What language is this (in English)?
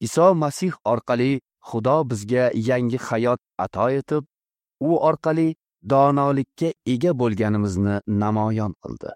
Uzbek